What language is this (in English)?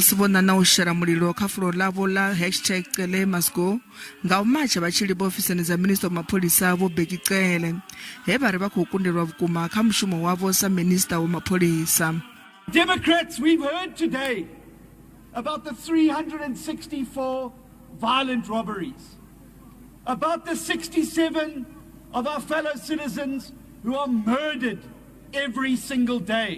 Venda